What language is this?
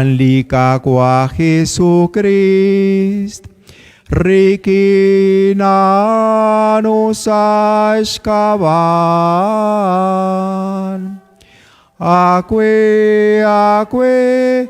Kekchí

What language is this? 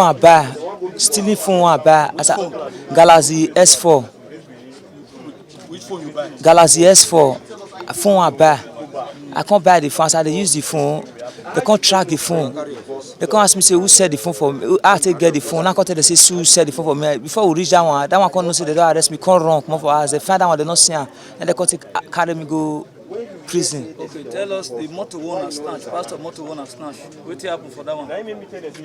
Nigerian Pidgin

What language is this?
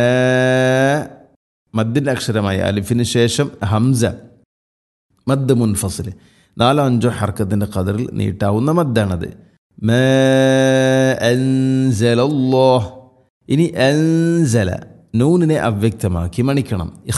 Malayalam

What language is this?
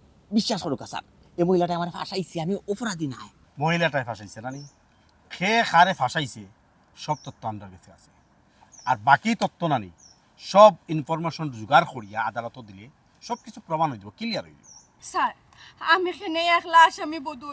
Sylheti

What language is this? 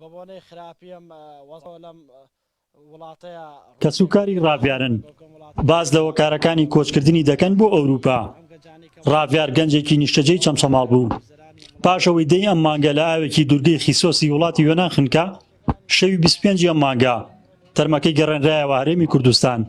Central Kurdish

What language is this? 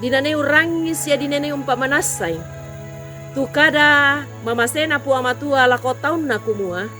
Toraja-Sa'dan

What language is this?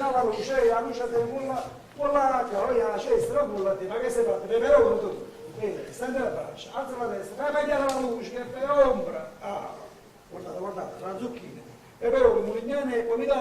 Neapolitan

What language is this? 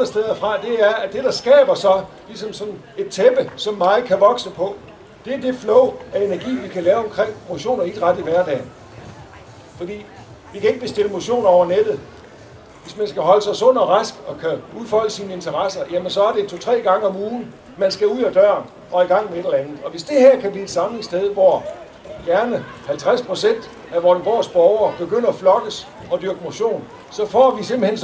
Danish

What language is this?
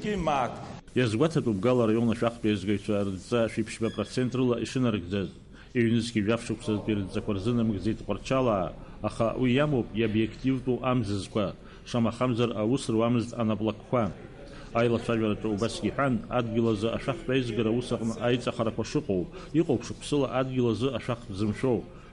Abkhazian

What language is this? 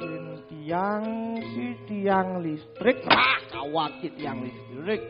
Balinese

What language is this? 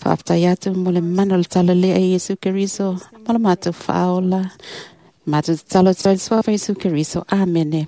Samoan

